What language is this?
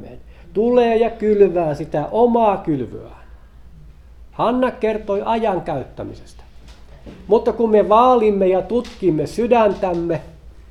Finnish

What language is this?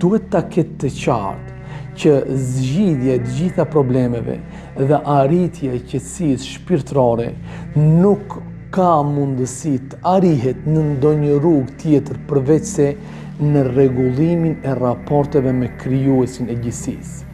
Albanian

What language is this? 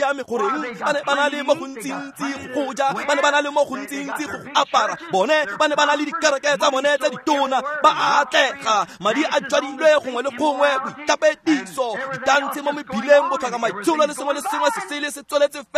Tswana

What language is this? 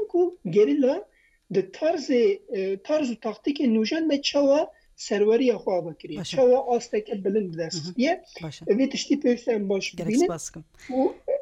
Kurdish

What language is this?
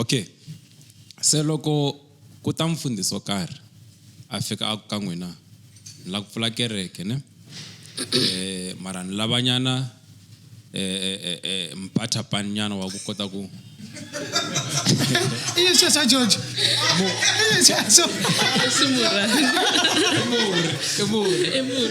Tsonga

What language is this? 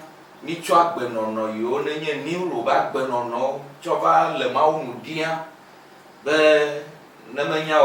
Ewe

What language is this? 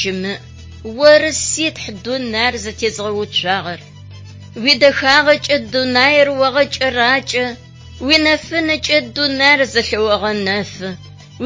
Adyghe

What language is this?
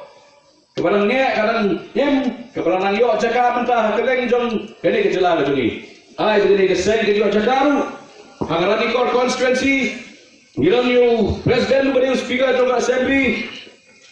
Khasi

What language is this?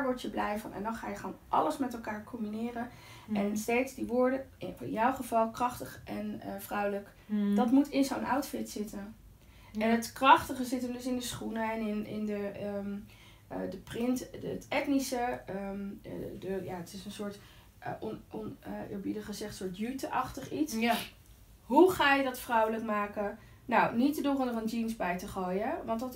Dutch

